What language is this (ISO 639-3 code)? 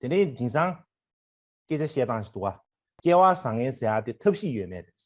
bod